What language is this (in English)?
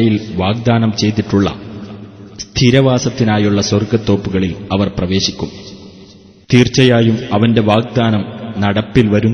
Malayalam